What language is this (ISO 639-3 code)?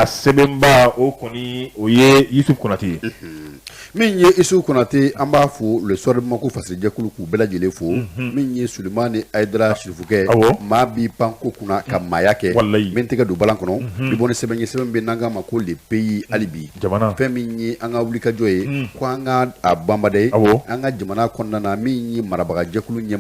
bam